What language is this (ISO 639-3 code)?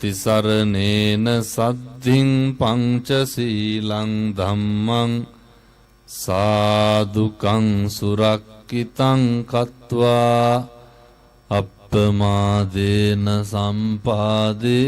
sin